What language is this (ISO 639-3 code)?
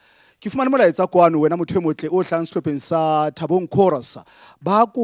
sot